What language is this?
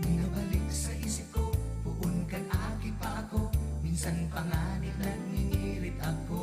Bikol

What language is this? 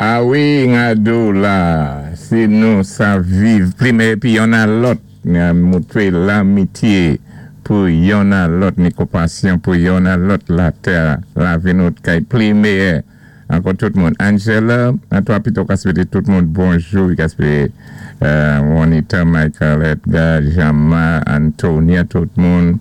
Saint Lucian Creole French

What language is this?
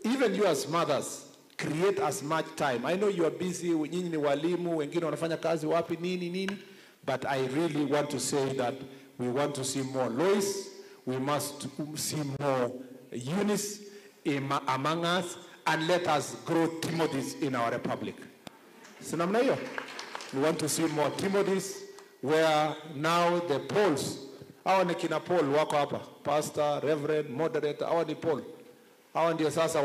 Gusii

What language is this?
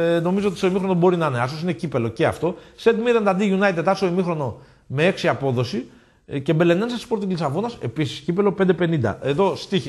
Greek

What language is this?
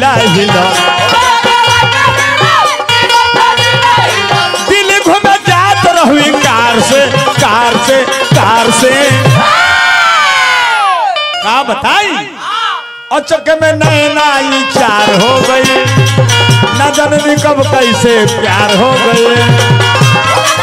Bhojpuri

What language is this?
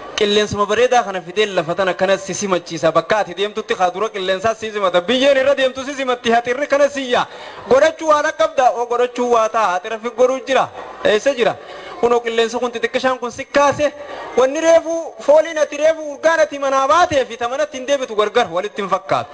Oromo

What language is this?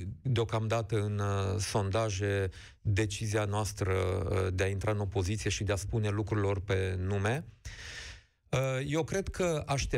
Romanian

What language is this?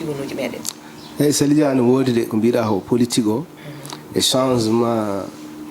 Fula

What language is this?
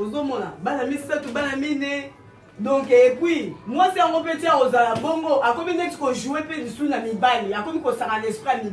Lingala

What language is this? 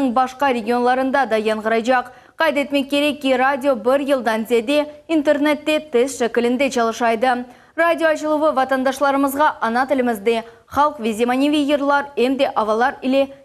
Crimean Tatar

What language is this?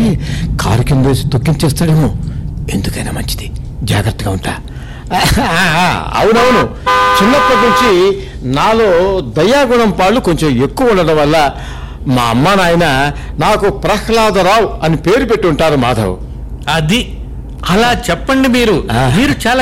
Telugu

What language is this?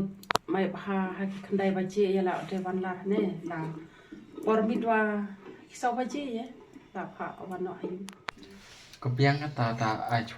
Khasi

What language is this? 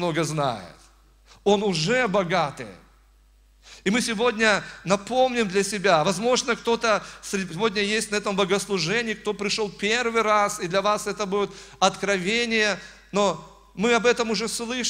Russian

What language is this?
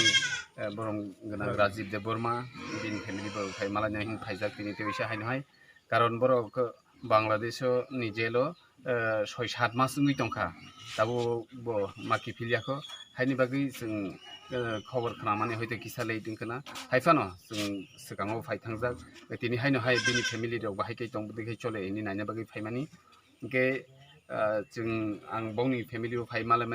Kok Borok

